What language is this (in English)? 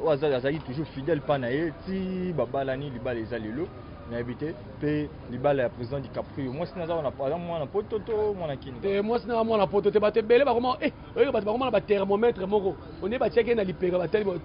Lingala